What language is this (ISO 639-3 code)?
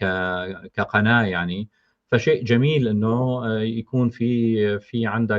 apc